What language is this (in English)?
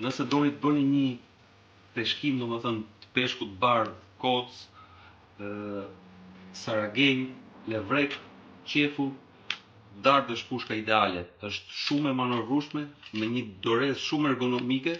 Albanian